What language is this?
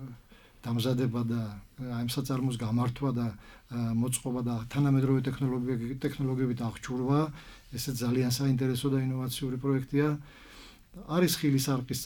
Georgian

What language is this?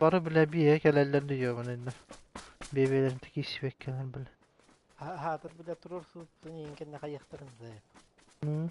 Yakut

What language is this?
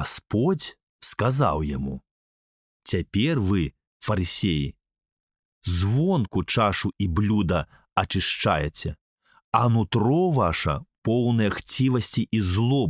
Belarusian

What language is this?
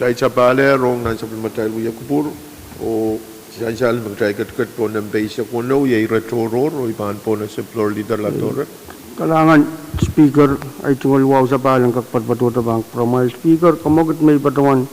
Pohnpeian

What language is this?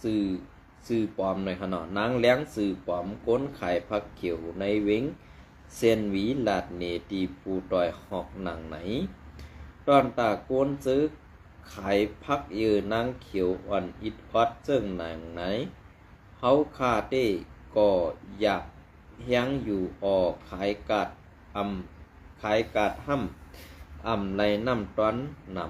Shan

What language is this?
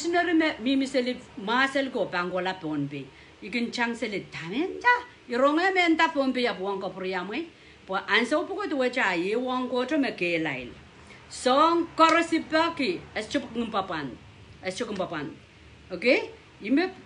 Pohnpeian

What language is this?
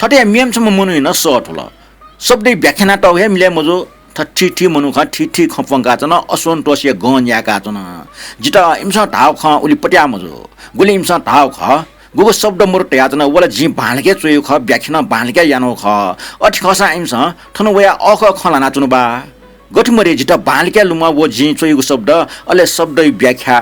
Newari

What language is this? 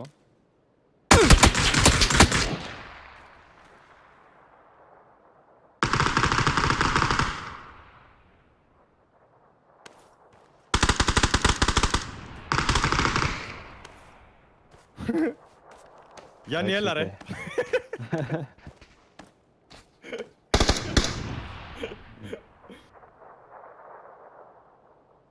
Greek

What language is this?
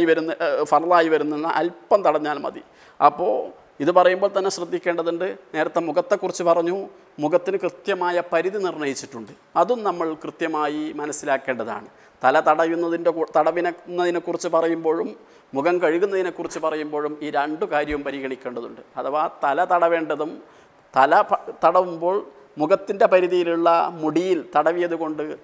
Malayalam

